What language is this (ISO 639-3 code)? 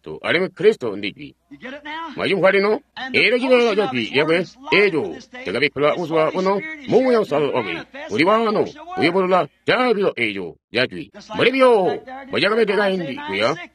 toi